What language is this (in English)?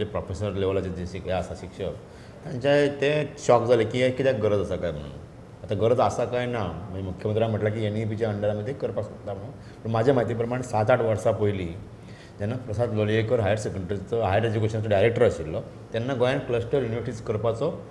Konkani